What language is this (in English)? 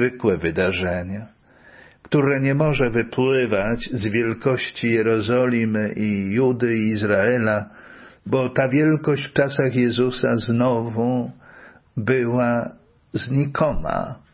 Polish